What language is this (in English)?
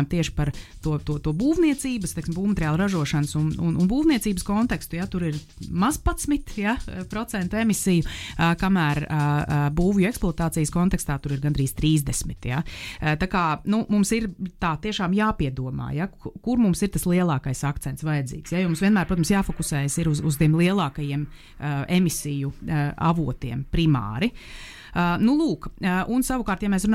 Latvian